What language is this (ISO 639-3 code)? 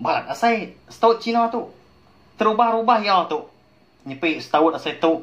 iba